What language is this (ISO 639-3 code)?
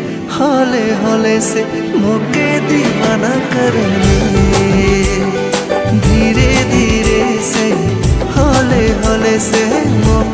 sck